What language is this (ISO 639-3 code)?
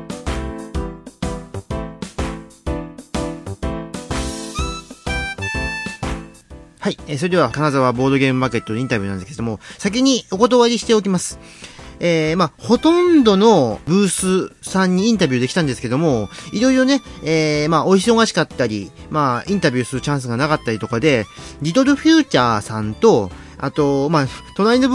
jpn